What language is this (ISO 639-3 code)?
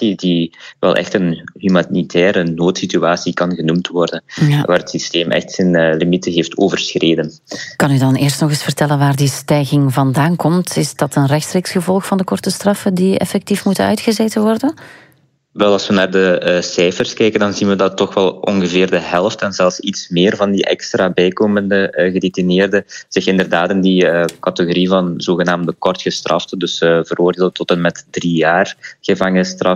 nld